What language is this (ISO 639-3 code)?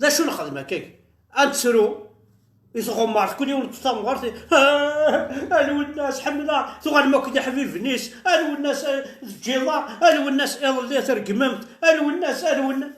kab